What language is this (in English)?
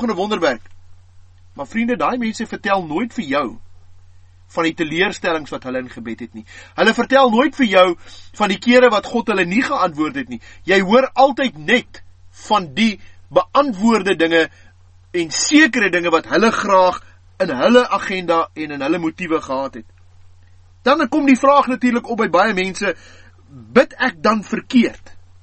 Afrikaans